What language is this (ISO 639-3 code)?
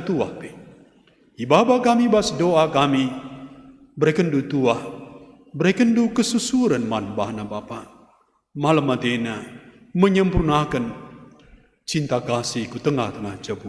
btx